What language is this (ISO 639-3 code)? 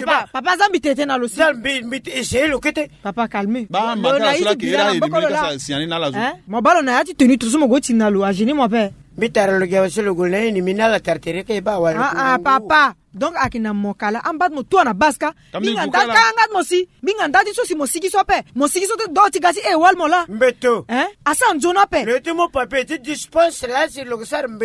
sag